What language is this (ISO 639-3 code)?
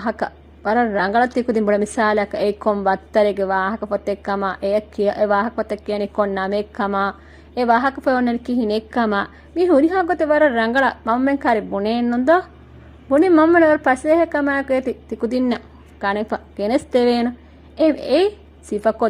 div